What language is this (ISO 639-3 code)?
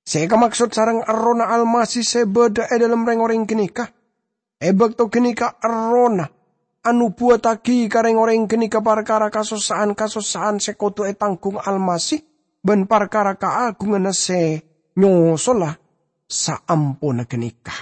mad